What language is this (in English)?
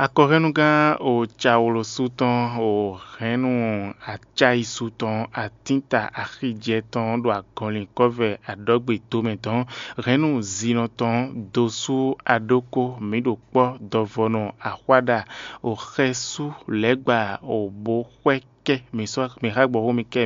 Fon